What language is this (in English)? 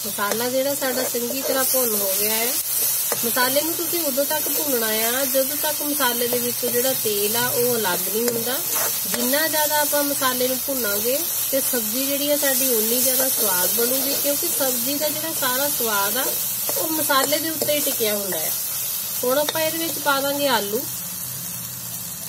Punjabi